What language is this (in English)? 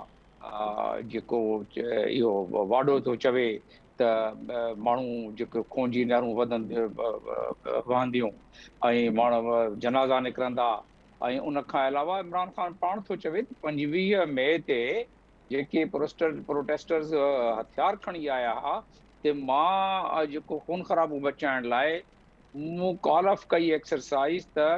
Sindhi